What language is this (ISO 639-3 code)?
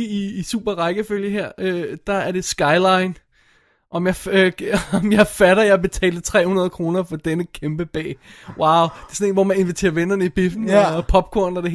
dan